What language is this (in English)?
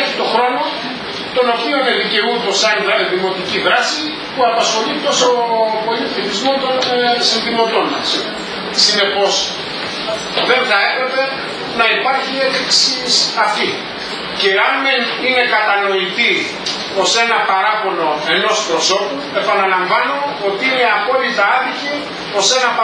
Greek